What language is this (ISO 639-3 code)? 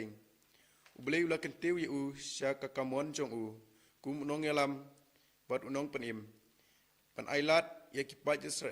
kha